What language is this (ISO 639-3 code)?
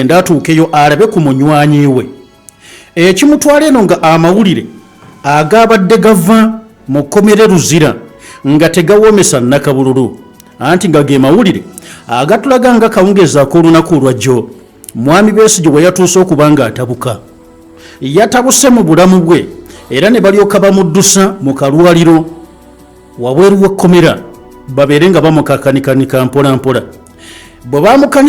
lug